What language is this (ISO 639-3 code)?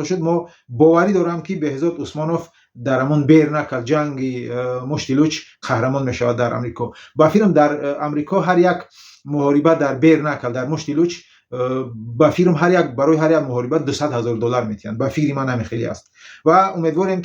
tgk